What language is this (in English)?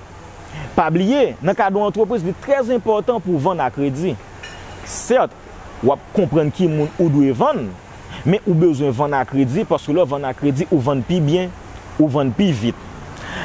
Haitian Creole